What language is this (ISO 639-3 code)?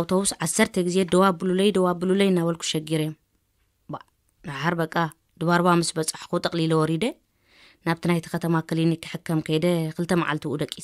tir